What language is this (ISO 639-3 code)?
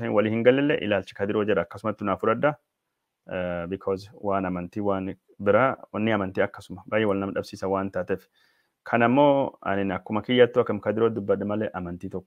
orm